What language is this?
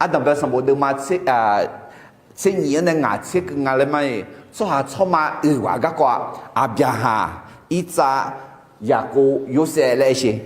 Akha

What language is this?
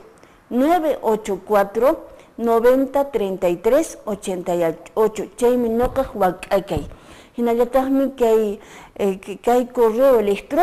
Quechua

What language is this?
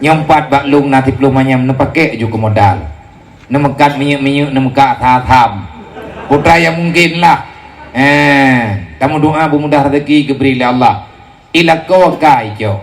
Achinese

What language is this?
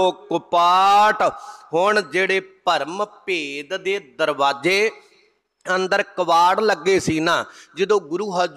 Punjabi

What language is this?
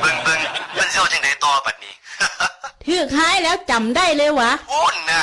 Northeastern Thai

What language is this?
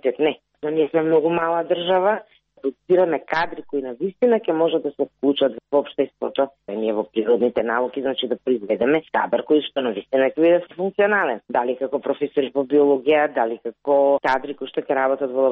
Macedonian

